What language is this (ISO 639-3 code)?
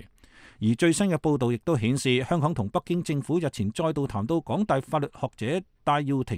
yue